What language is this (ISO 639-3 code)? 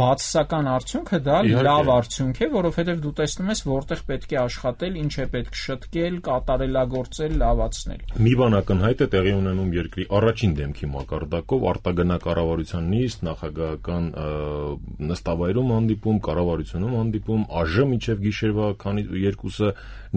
hye